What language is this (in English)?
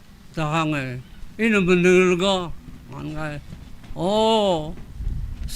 Tangkhul Naga (India)